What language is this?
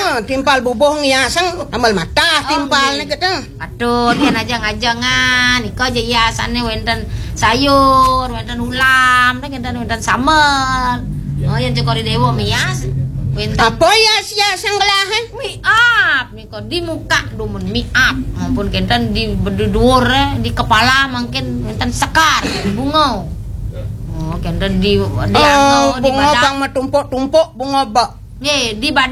Balinese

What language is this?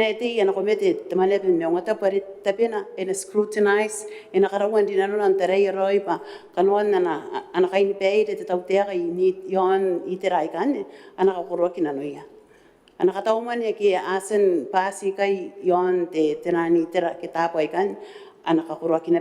Gilbertese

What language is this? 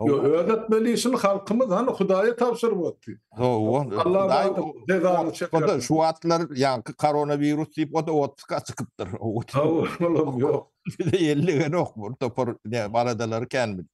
Turkmen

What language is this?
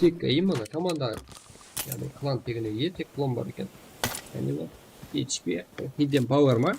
Kara-Kalpak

